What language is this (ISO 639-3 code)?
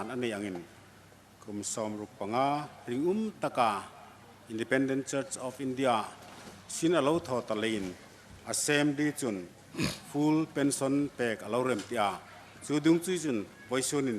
hmr